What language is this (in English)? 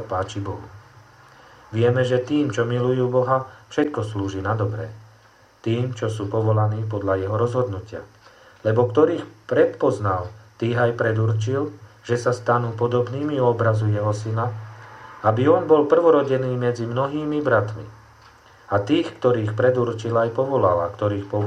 Slovak